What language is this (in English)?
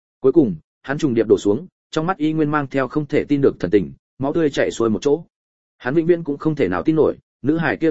Vietnamese